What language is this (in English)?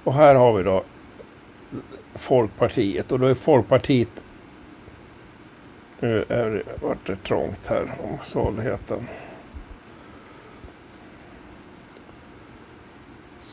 Swedish